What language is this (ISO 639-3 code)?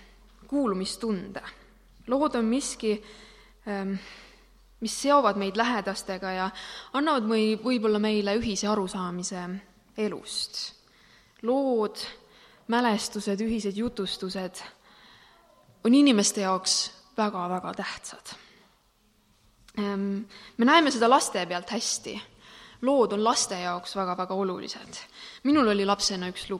est